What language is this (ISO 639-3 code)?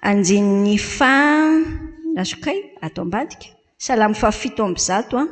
mlg